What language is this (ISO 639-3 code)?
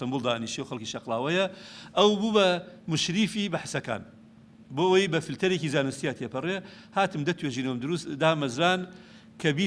ckb